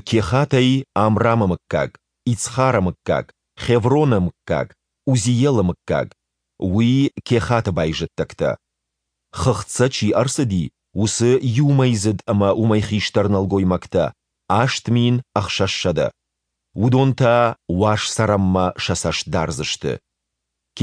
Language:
Ossetic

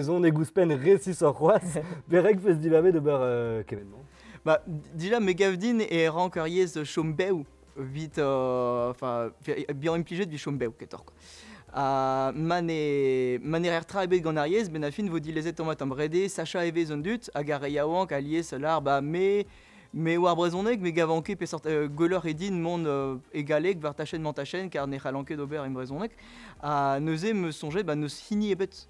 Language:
Breton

